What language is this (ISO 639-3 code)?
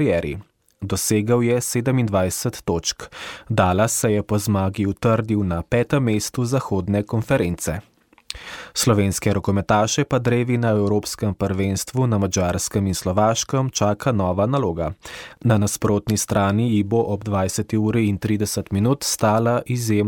slv